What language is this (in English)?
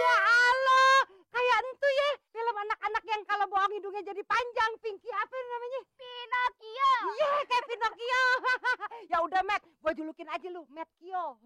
Betawi